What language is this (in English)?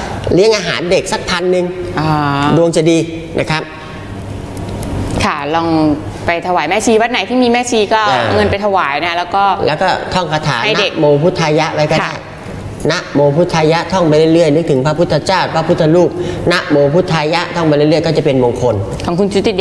Thai